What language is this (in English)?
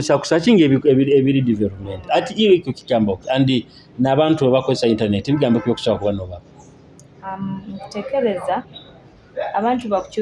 Nyoro